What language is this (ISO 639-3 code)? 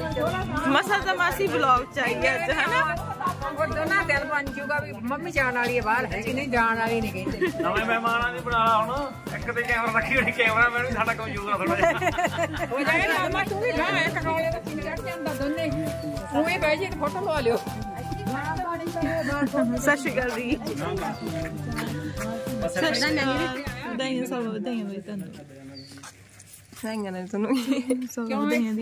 pan